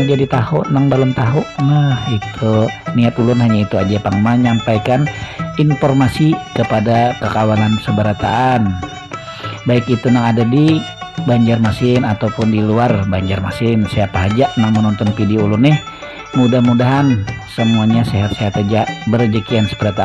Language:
Banjar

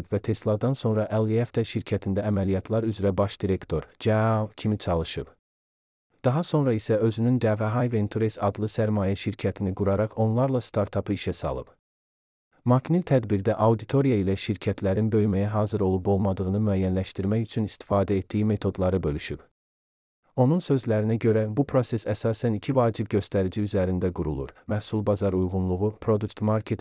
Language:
Azerbaijani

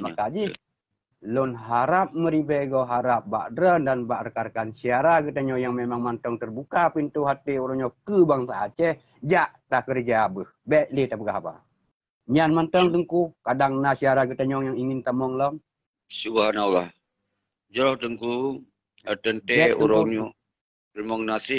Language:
Achinese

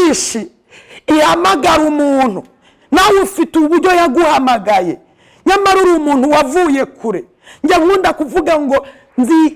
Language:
Kinyarwanda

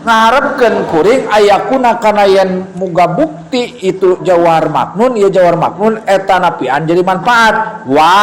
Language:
Sundanese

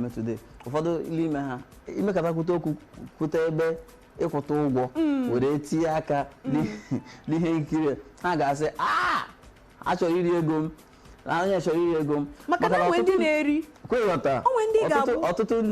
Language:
Igbo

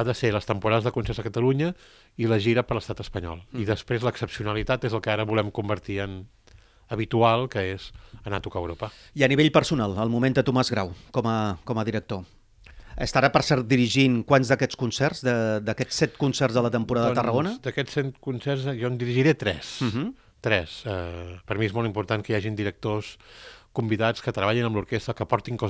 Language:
Catalan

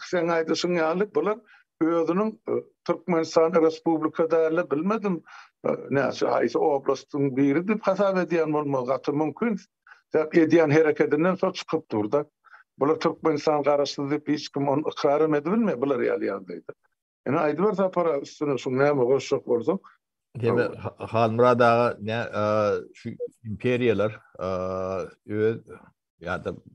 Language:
Turkmen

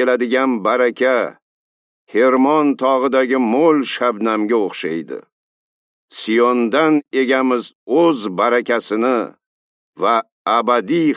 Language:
Uzbek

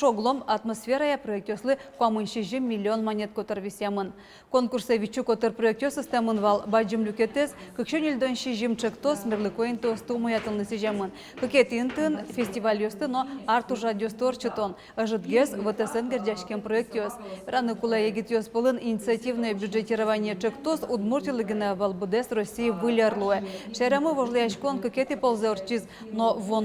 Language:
Udmurt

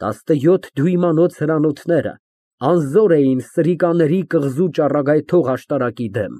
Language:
Armenian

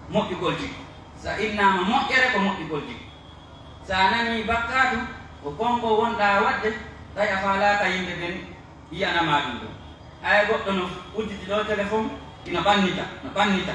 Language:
Pular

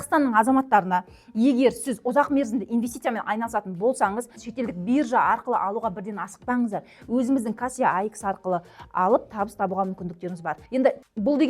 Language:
Kazakh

